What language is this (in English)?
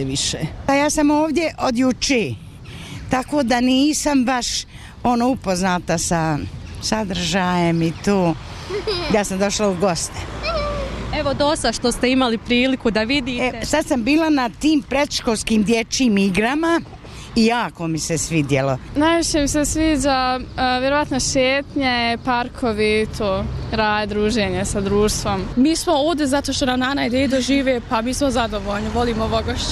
Bosnian